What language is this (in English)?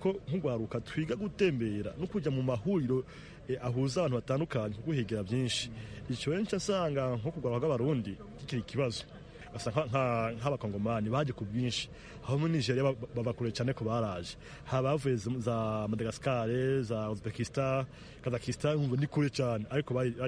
Kinyarwanda